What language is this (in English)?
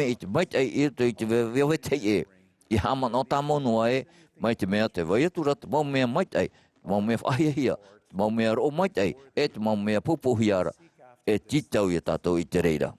Tahitian